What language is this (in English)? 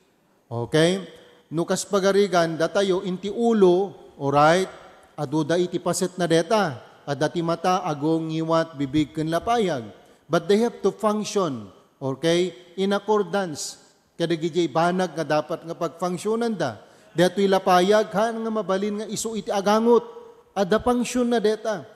Iloko